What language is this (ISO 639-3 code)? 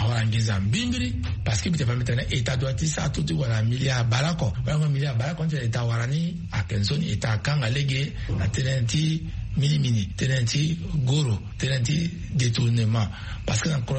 sag